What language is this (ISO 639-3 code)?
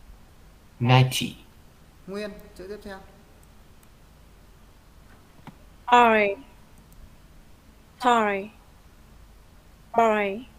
vie